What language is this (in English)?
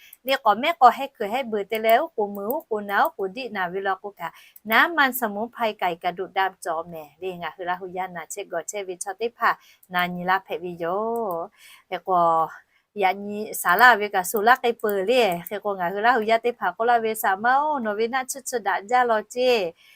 Lahu